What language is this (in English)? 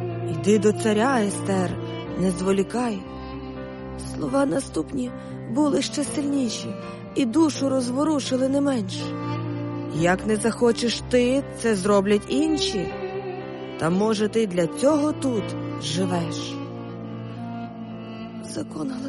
Ukrainian